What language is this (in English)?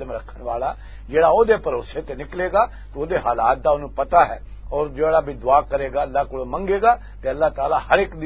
Western Panjabi